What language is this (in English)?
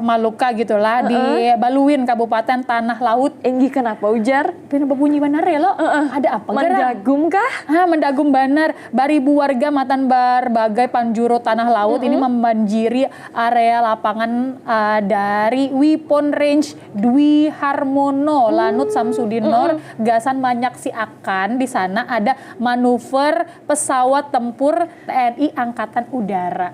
Banjar